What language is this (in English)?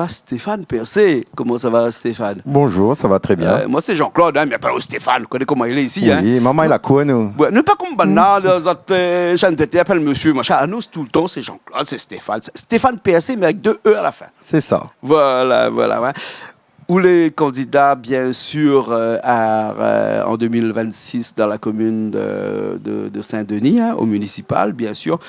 Réunion Creole French